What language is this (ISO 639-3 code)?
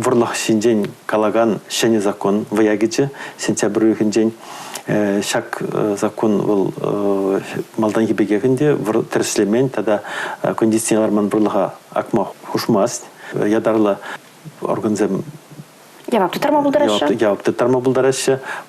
chv